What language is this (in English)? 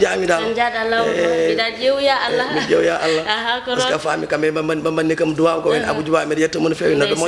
Fula